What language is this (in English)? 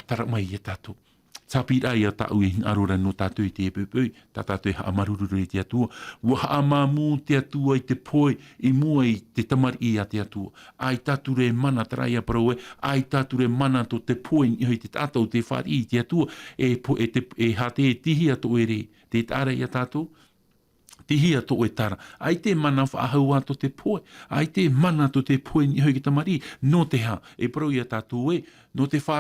Tahitian